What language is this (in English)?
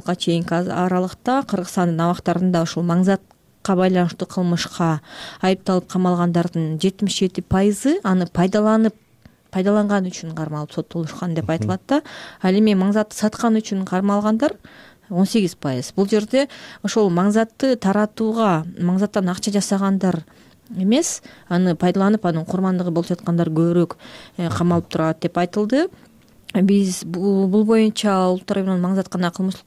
Kyrgyz